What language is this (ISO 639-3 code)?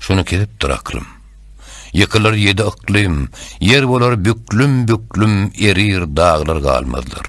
tuk